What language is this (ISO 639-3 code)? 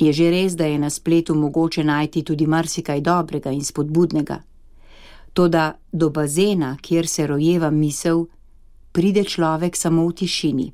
slv